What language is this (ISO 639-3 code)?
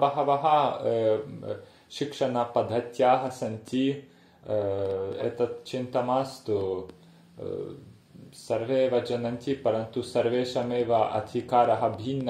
san